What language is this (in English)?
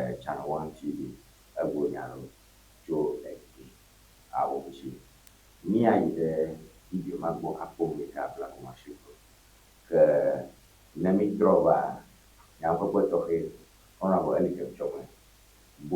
Ewe